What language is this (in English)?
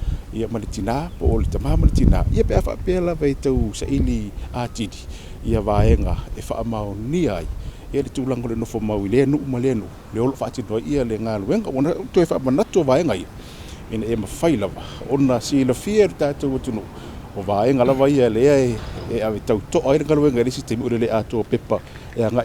Samoan